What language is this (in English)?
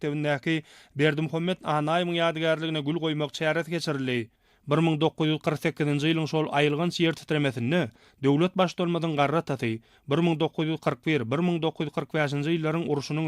Turkmen